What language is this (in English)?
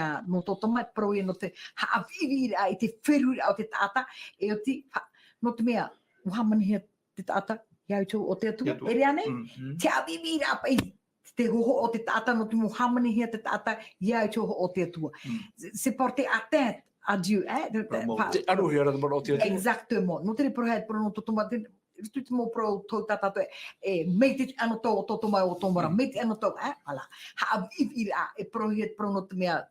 Tahitian